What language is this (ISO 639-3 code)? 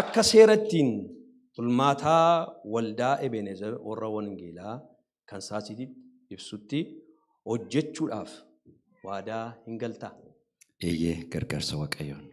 orm